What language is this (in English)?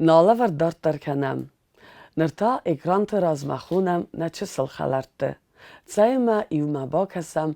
Ossetic